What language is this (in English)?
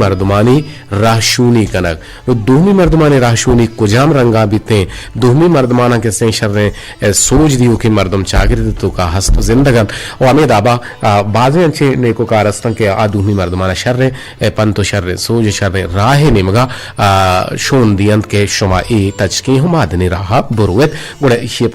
Eastern Balochi